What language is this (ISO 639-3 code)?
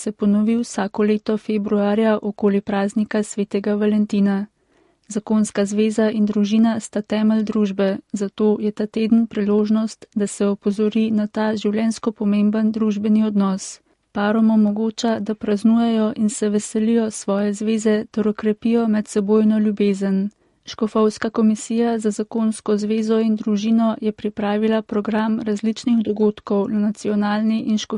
slv